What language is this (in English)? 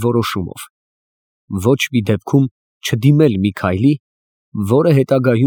Armenian